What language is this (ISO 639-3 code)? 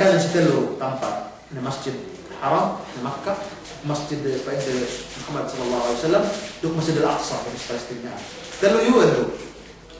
yka